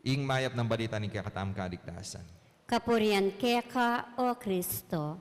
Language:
Pampanga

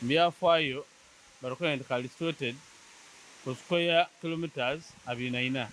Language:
Soga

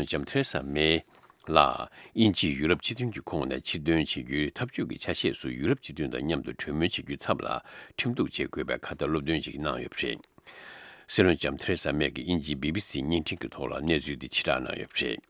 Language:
Tibetan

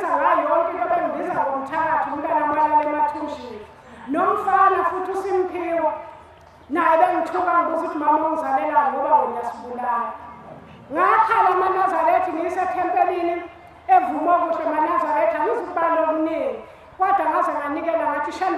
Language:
Zulu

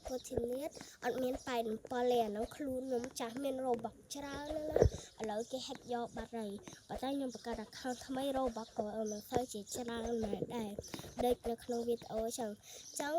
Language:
Khmer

